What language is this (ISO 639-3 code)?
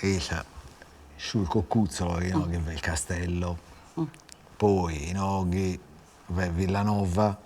srd